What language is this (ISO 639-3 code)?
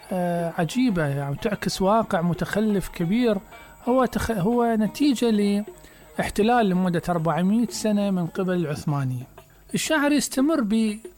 acm